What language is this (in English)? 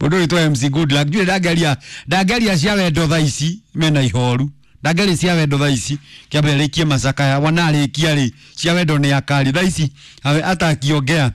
Kikuyu